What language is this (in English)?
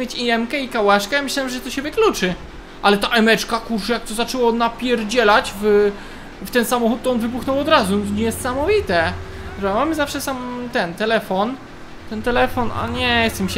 Polish